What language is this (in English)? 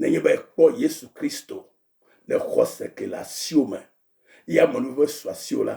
Ewe